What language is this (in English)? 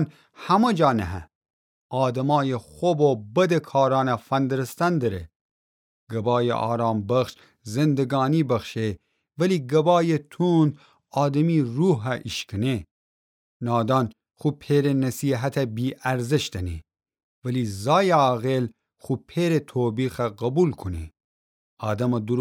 Gilaki